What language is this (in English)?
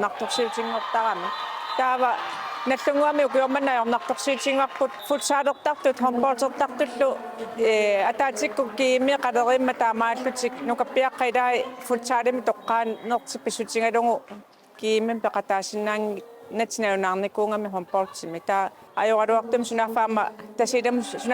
Kalaallisut